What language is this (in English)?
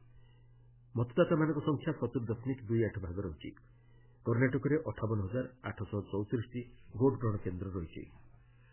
Odia